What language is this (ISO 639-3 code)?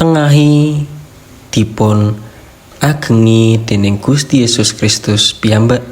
jav